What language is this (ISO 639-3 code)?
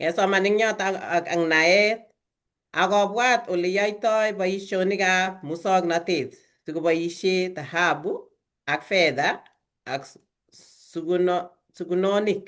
kln